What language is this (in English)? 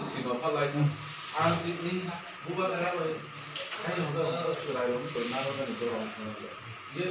Kok Borok